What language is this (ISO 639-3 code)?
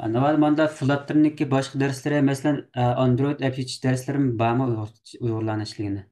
uig